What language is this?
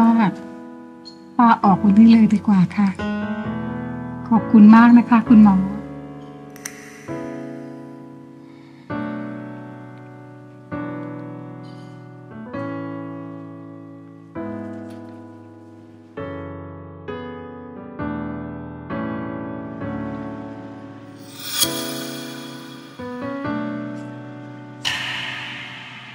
Thai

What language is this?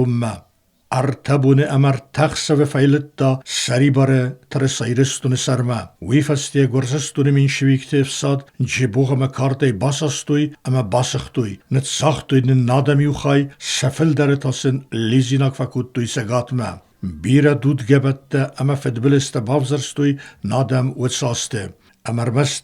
Ossetic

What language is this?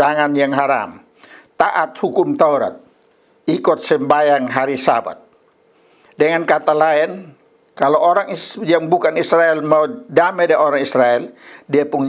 Kupang Malay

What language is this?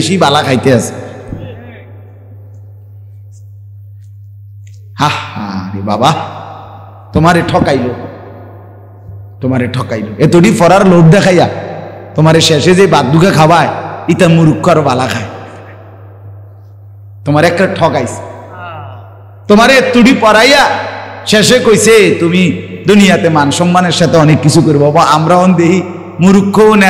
Bangla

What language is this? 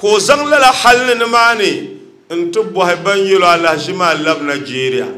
Dagbani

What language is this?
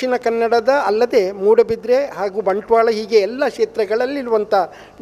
Kannada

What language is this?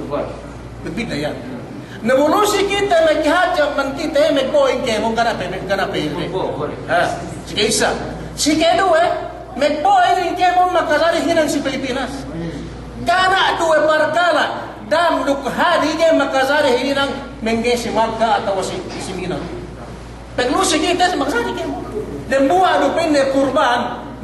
Yakan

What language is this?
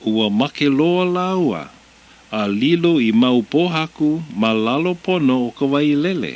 Hawaiian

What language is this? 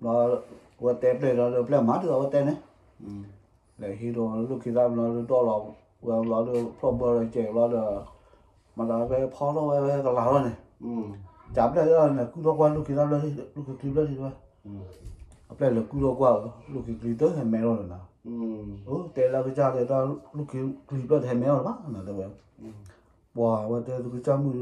S'gaw Karen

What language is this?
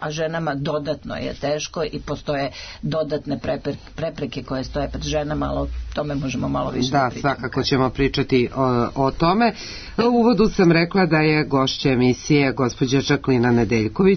Serbian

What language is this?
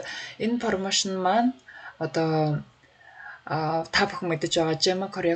Mongolian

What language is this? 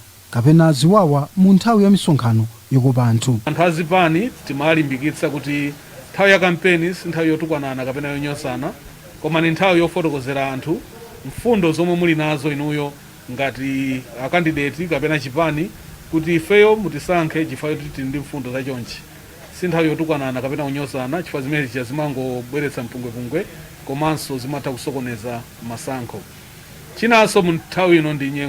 Nyanja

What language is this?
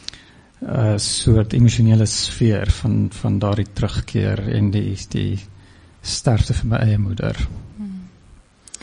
Afrikaans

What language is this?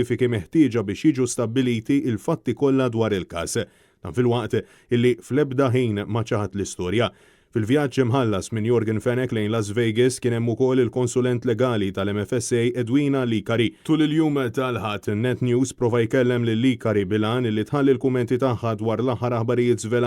Maltese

